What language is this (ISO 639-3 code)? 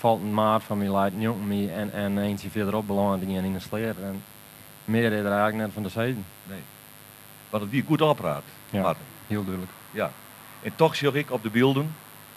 fry